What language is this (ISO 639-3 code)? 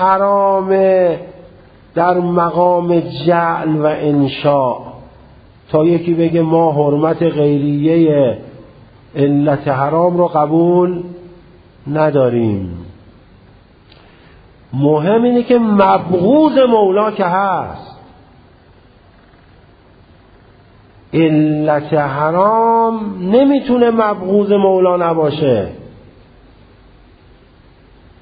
fas